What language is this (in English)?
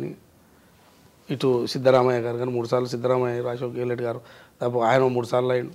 Telugu